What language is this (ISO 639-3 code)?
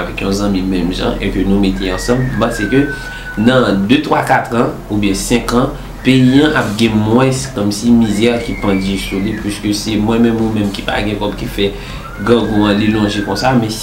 hat